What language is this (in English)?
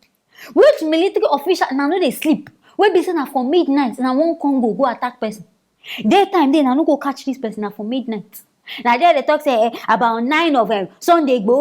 Nigerian Pidgin